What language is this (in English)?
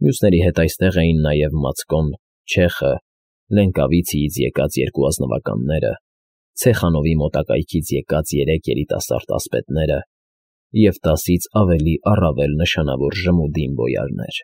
Armenian